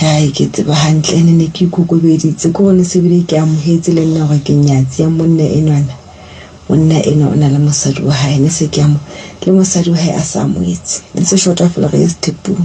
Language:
Southern Sotho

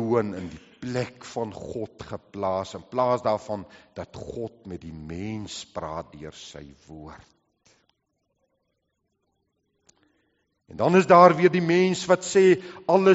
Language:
Afrikaans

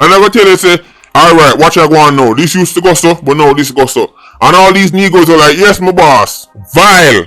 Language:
Jamaican Creole English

